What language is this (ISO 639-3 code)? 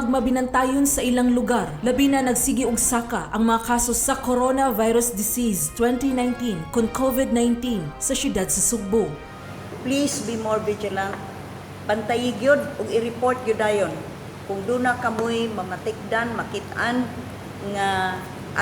ceb